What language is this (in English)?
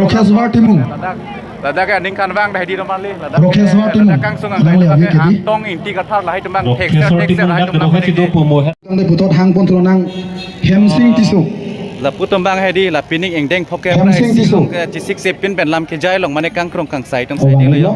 Karbi